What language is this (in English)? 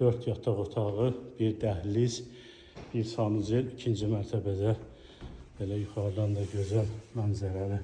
Azerbaijani